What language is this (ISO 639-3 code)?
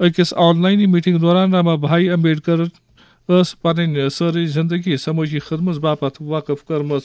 kas